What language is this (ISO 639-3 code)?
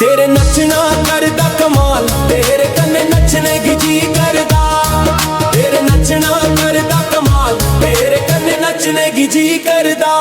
doi